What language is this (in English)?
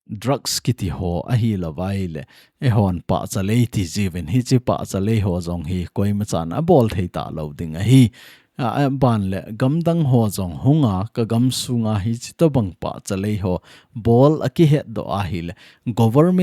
Thado Chin